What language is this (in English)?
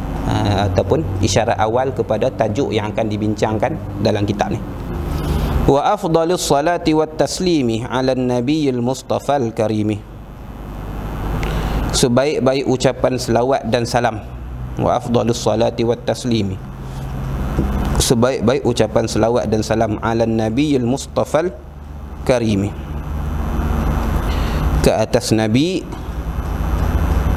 Malay